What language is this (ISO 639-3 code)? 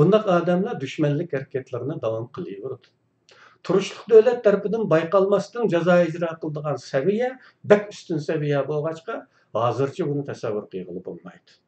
uig